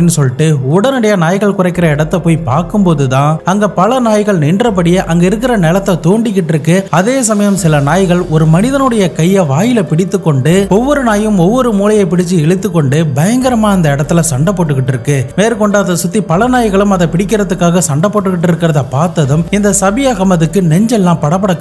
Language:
Tamil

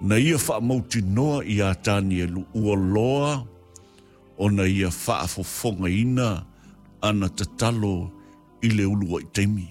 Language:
Samoan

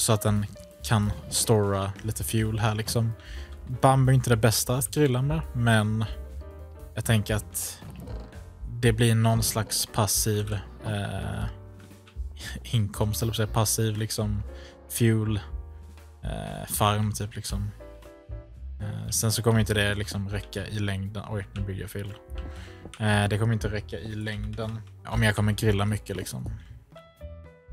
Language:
Swedish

